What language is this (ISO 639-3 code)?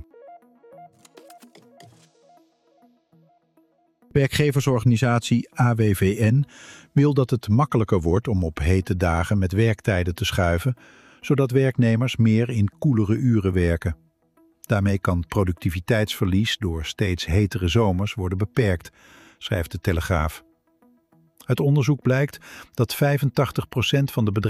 nld